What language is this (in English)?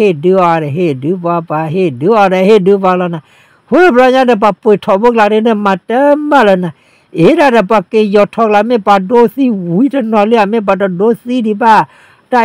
S'gaw Karen